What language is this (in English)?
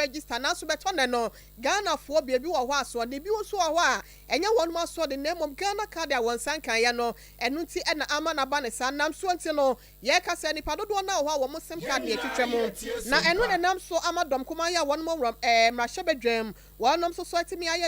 Akan